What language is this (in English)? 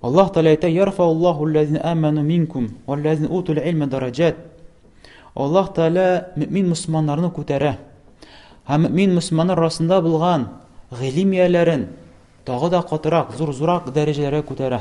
Tatar